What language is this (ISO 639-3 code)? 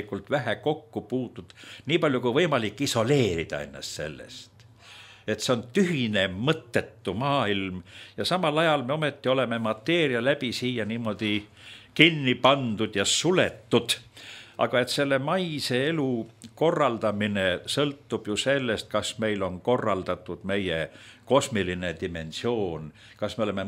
est